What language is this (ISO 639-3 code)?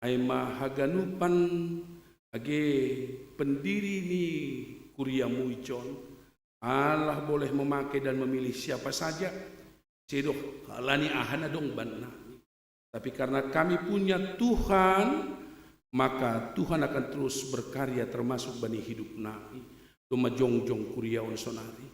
bts